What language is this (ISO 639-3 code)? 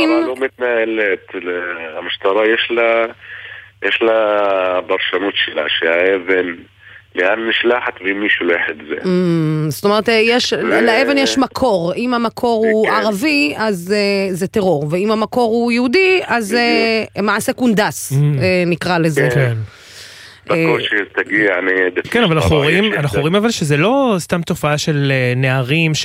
heb